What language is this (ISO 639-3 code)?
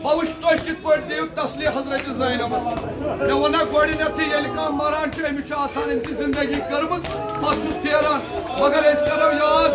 kas